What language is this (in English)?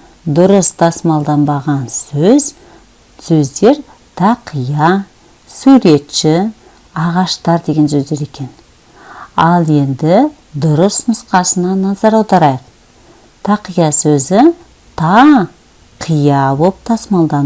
Kazakh